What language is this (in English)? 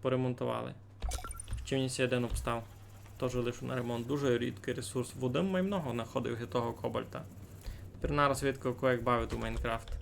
Rusyn